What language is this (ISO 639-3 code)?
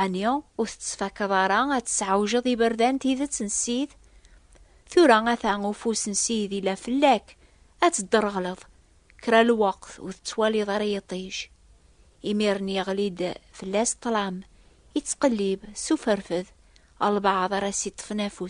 kab